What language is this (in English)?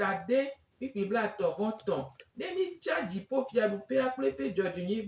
Gen